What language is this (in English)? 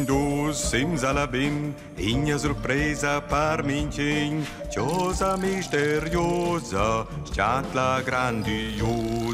Romansh